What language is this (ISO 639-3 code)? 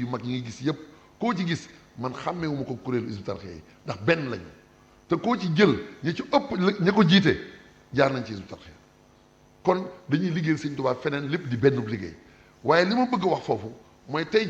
wol